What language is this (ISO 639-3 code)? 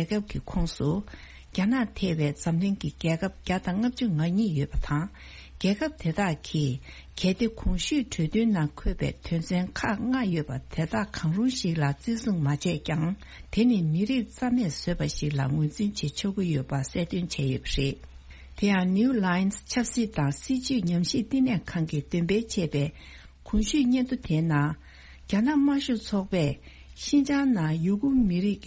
bod